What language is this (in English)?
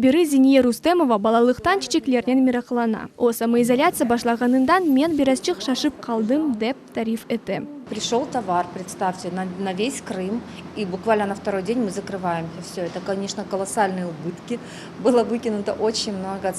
Crimean Tatar